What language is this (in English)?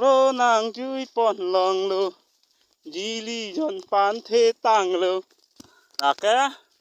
Karbi